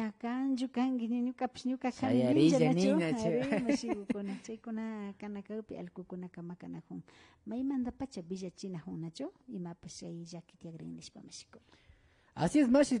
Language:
Imbabura Highland Quichua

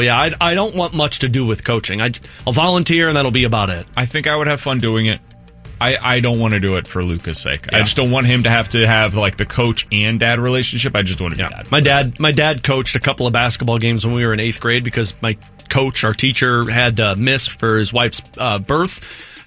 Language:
English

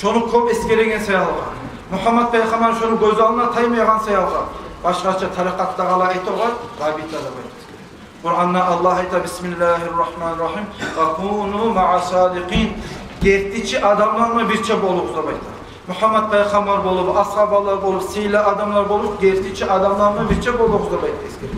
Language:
Kumyk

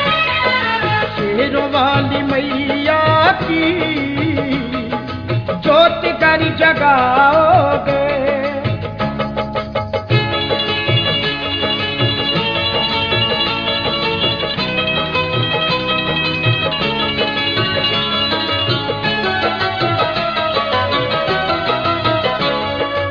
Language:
Hindi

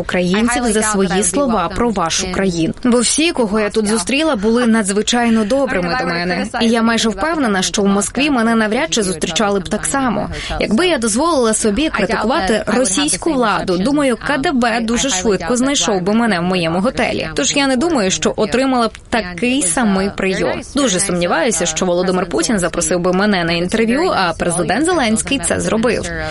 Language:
Ukrainian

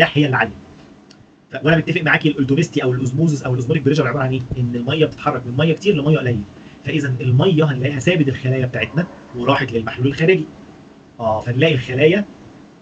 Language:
Egyptian Arabic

